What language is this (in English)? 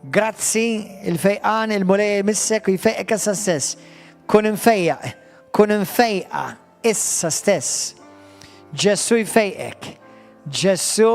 Maltese